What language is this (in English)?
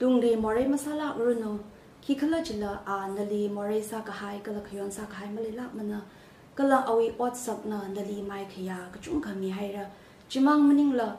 Tangkhul Naga (India)